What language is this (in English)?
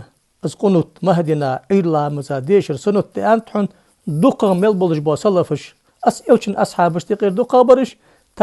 Ingush